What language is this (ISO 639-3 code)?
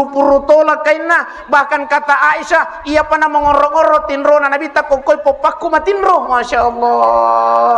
bug